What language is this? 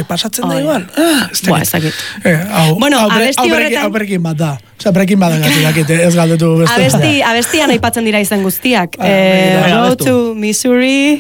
Basque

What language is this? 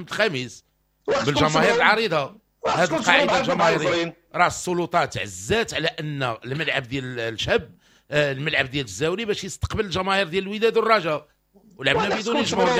Moroccan Arabic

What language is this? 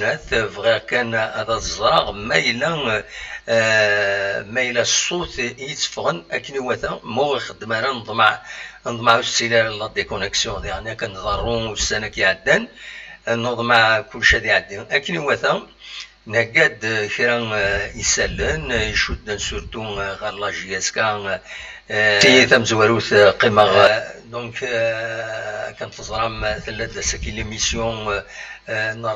Kabyle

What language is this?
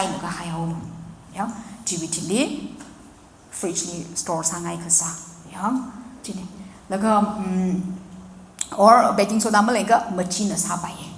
Tangkhul Naga (India)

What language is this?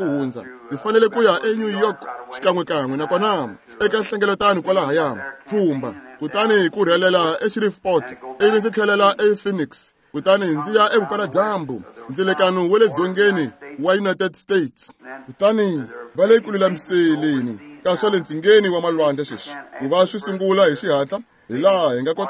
Tsonga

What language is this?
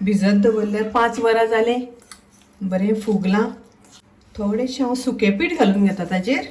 Konkani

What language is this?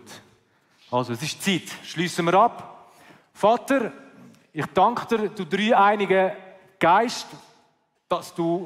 Swiss German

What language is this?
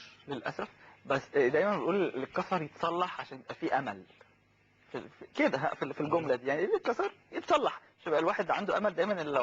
Egyptian Arabic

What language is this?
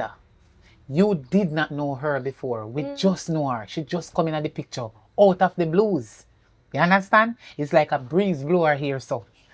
Jamaican Creole English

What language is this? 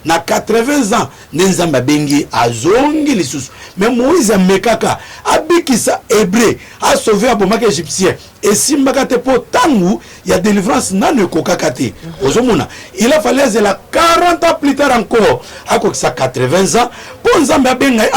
Lingala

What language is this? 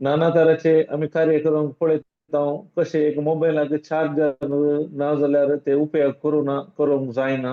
Konkani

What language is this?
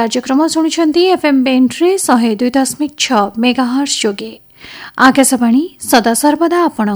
Odia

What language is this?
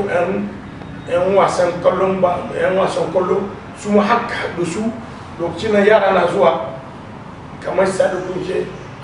Hausa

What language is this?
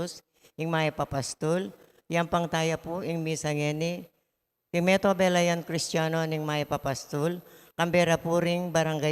Pampanga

